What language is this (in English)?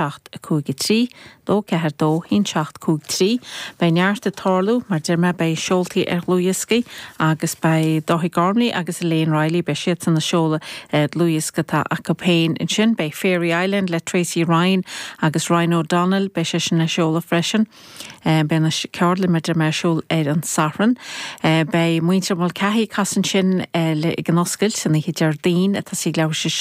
Irish